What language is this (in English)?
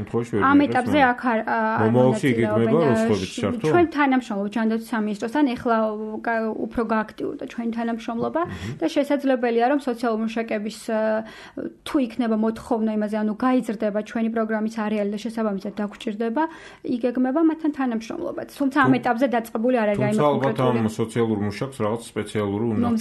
Georgian